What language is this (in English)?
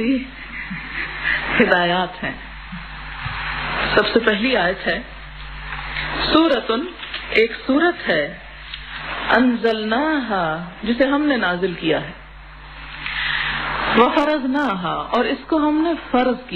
Urdu